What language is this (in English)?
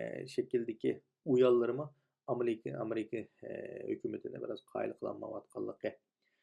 Uyghur